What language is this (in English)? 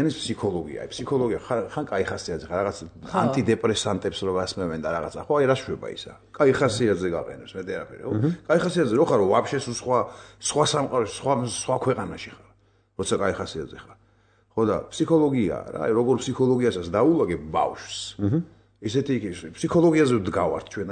Georgian